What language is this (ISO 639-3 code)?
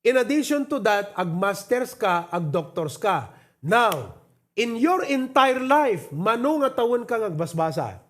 ilo